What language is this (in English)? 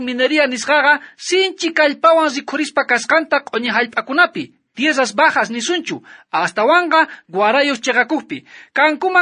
South Bolivian Quechua